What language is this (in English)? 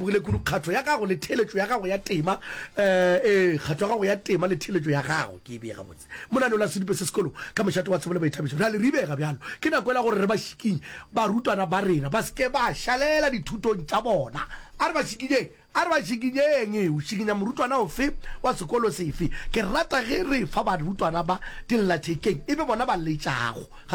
Northern Sotho